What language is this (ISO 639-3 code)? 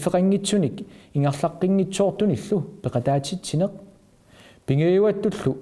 kal